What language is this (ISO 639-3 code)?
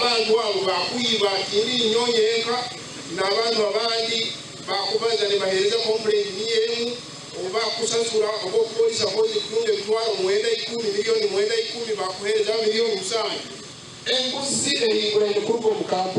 nyn